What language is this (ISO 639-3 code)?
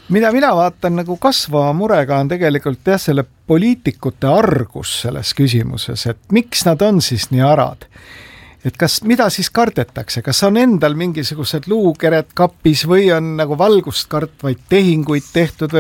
est